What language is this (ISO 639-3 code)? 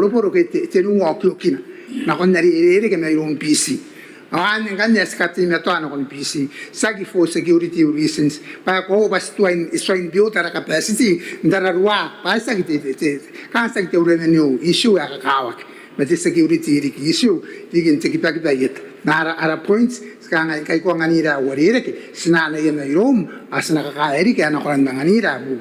gil